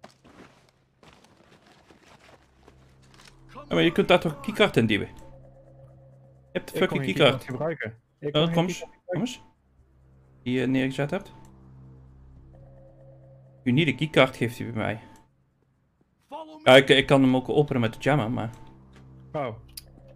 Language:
Dutch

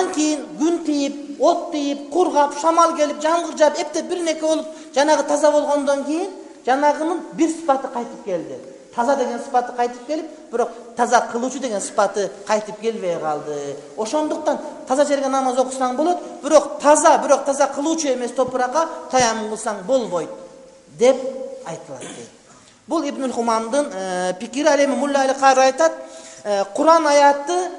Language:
Kyrgyz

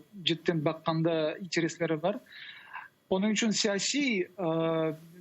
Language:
Crimean Tatar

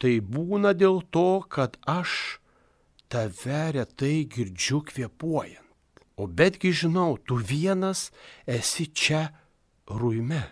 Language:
Lithuanian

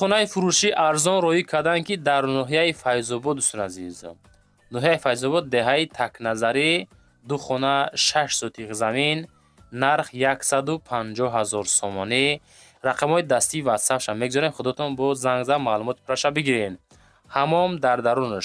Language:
Tajik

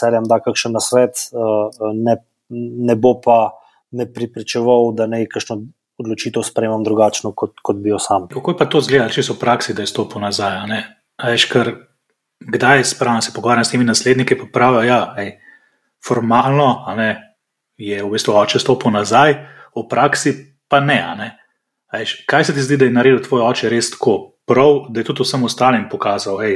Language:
Slovenian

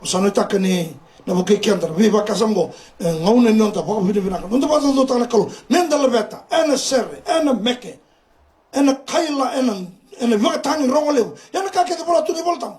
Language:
Fijian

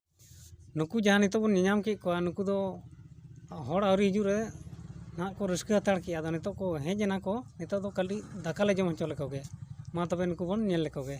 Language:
Santali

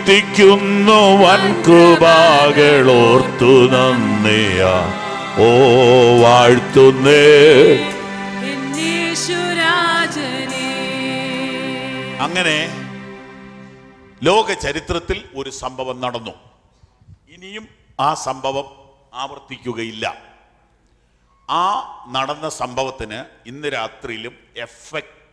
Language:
Malayalam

